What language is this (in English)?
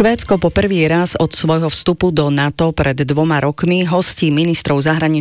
Slovak